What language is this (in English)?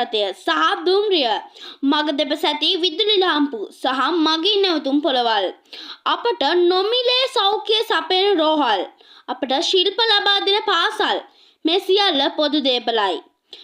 Sinhala